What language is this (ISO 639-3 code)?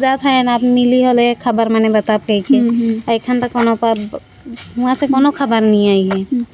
sck